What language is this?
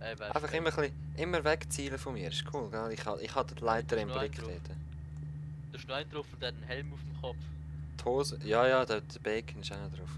Swiss German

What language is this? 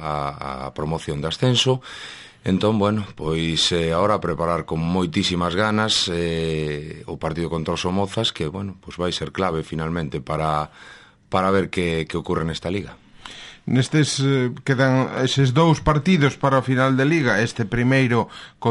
Galician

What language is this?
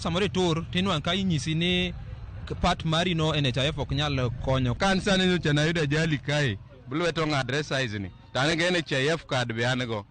Luo (Kenya and Tanzania)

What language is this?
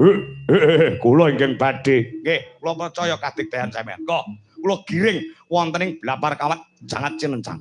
Javanese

